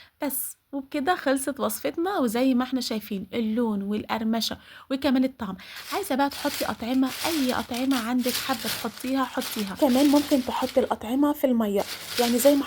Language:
Egyptian Arabic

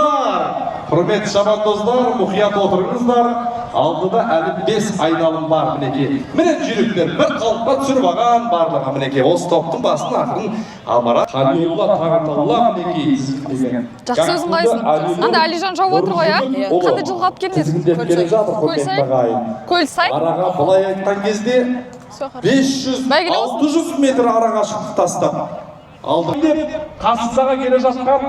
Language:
Kazakh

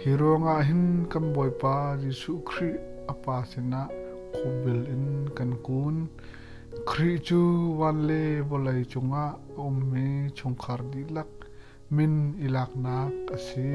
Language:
Hakha Chin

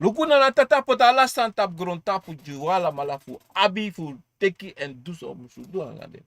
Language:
Sranan Tongo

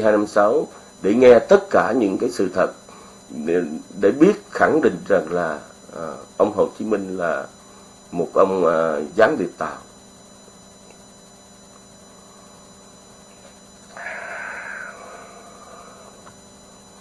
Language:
Vietnamese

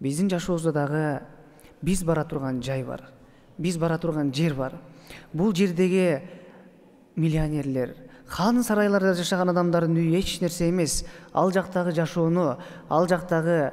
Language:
Kyrgyz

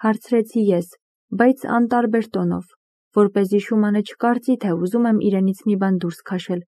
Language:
Armenian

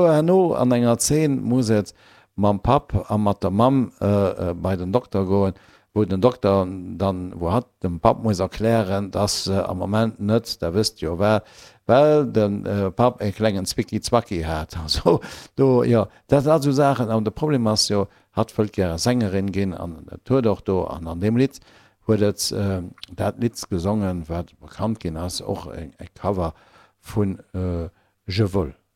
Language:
Luxembourgish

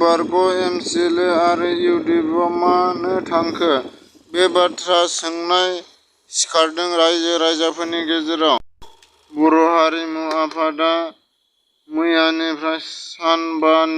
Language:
Bodo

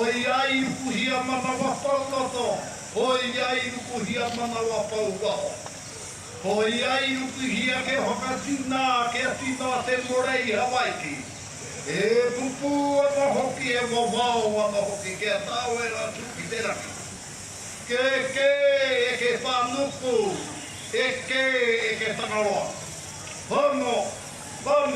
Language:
Māori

